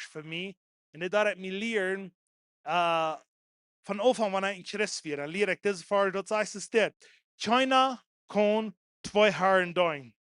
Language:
Plautdietsch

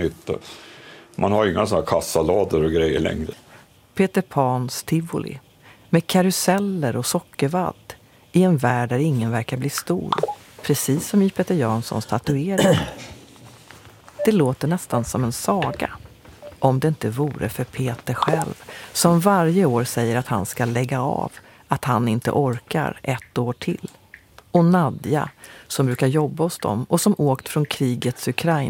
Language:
Swedish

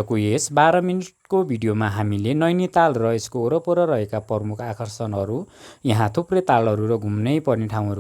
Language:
Nepali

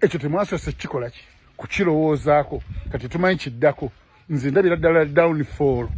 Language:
Ganda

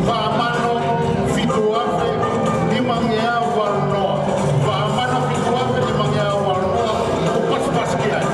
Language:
Tongan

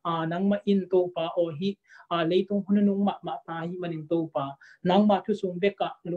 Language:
Tedim Chin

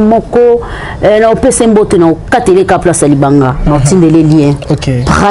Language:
Lingala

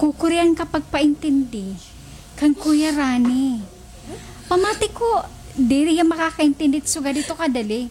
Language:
Waray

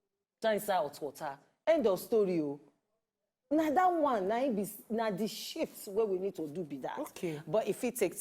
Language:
Nigerian Pidgin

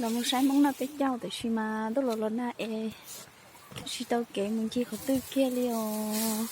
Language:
Hmong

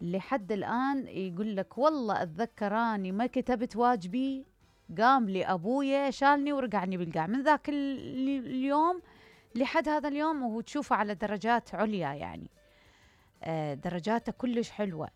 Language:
Mesopotamian Arabic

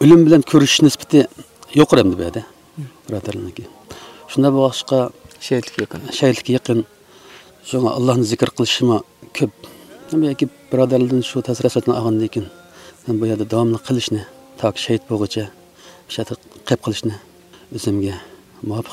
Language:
Uyghur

